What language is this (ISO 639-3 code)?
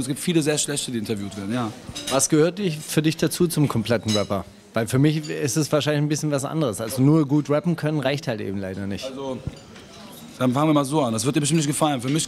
deu